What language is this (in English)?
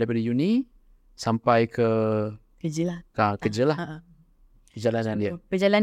Malay